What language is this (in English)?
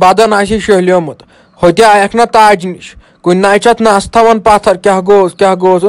Kashmiri